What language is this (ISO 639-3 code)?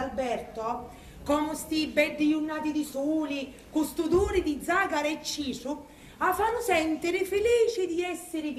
scn